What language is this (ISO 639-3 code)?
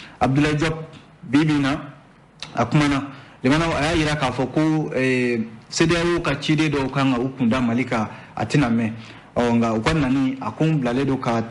bam